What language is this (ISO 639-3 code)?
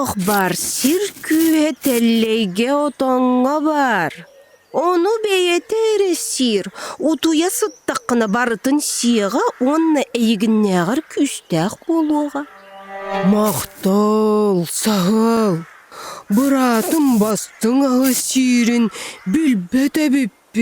sah